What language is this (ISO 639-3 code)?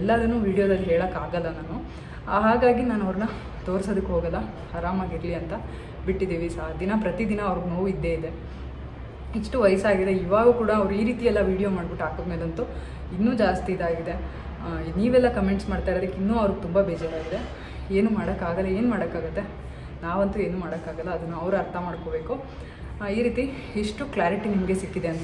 kan